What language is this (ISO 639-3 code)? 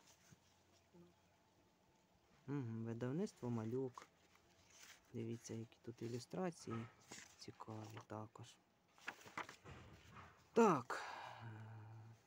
ukr